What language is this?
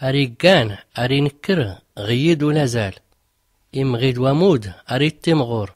Tachelhit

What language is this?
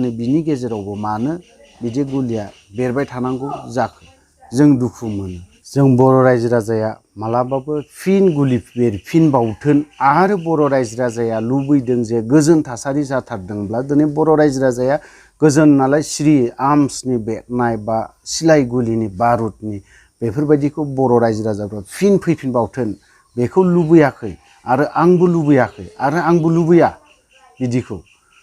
Bodo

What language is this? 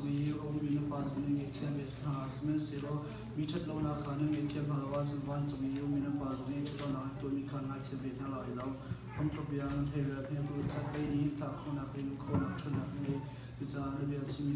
Hakha Chin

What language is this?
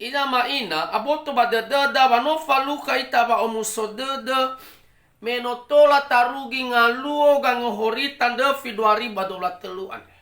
Nias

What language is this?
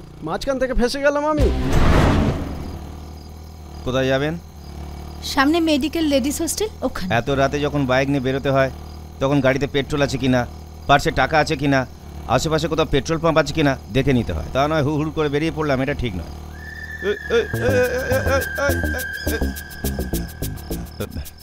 Bangla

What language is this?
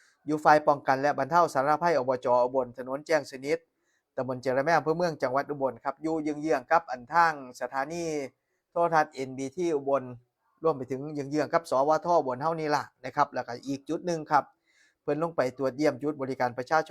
Northeastern Thai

